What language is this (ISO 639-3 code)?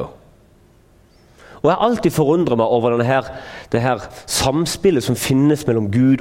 nor